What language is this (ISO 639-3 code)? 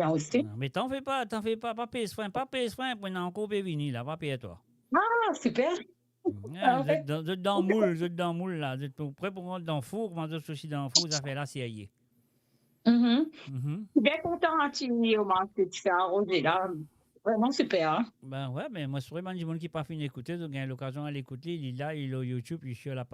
mfe